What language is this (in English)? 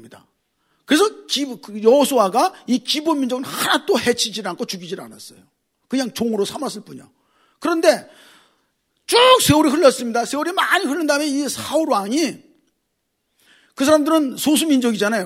Korean